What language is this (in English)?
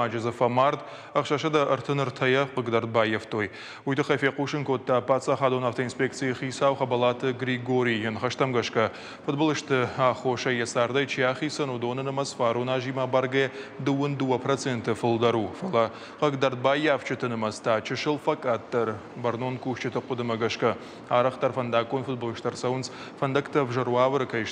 Ossetic